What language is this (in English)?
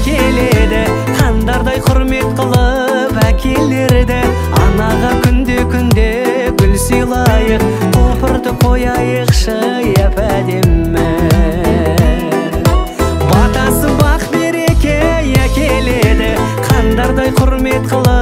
Kazakh